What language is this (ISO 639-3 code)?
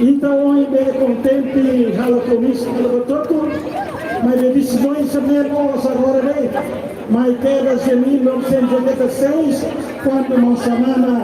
tet